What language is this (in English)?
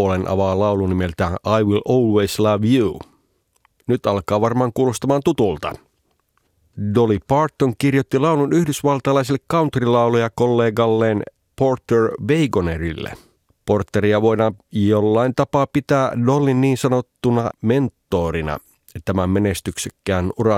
Finnish